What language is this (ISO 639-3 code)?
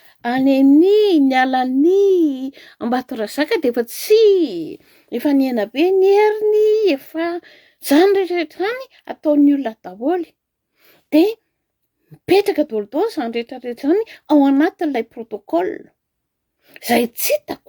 mlg